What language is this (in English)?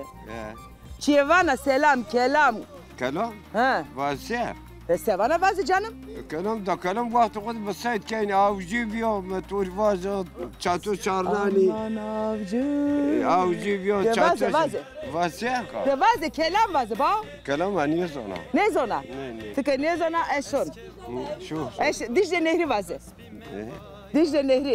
Zaza